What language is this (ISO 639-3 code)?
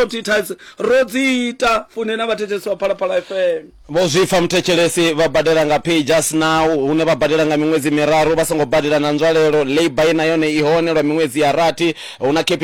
ven